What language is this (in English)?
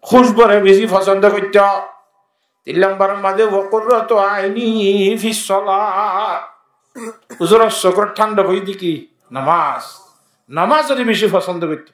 Rohingya